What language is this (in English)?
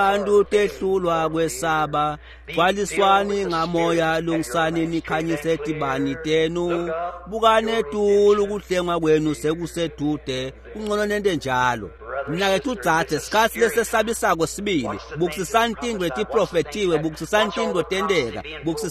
Swati